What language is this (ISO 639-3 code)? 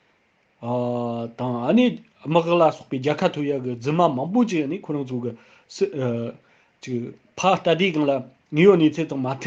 bod